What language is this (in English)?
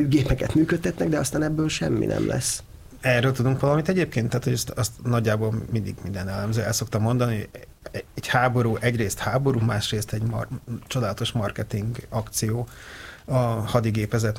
Hungarian